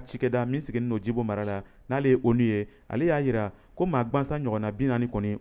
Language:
Bambara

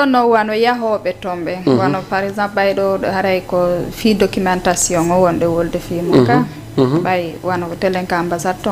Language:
Fula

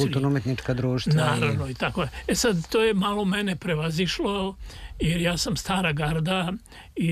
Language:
Serbian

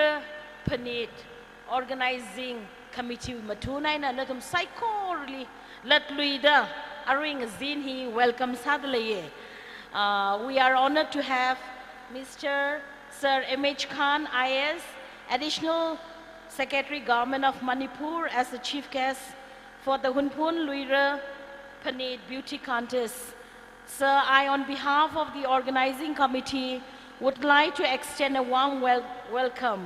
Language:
Tangkhul Naga (India)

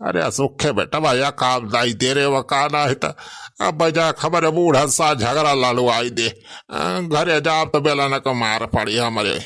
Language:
Awadhi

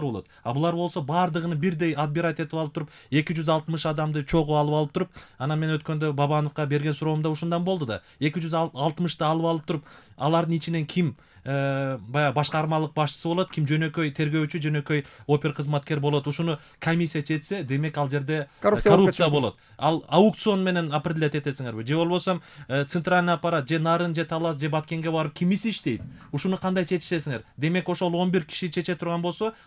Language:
Kyrgyz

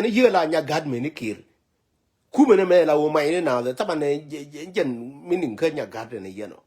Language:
Nuer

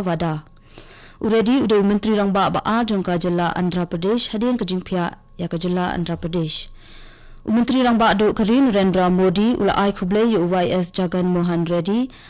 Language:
Khasi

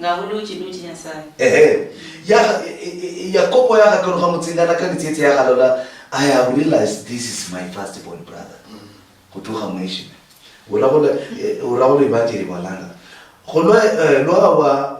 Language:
Luyia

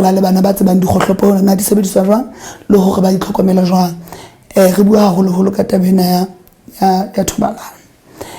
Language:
Southern Sotho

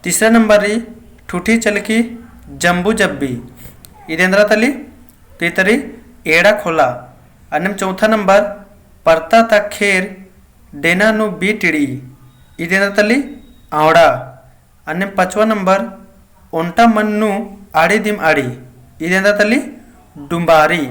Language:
Kurukh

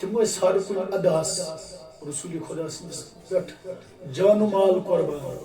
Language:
Kashmiri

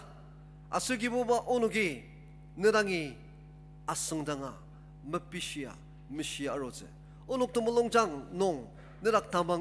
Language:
Ao Naga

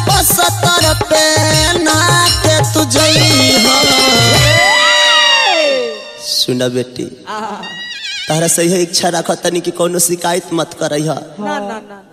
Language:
Bhojpuri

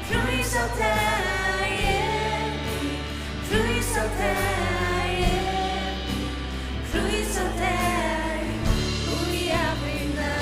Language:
Faroese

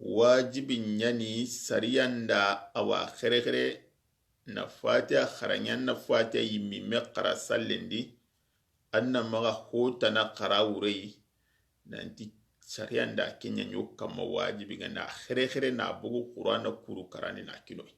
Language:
Soninke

